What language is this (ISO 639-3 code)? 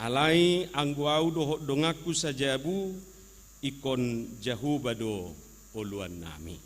bbc